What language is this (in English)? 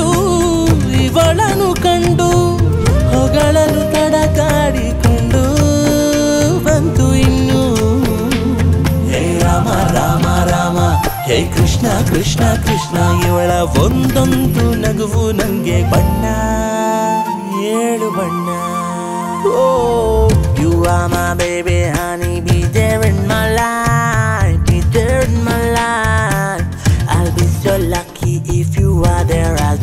Kannada